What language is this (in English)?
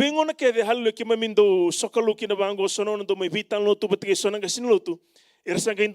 Fijian